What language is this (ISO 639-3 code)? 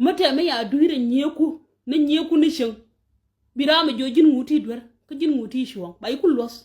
nus